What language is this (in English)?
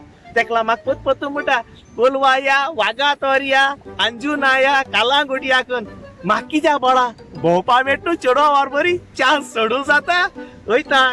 Konkani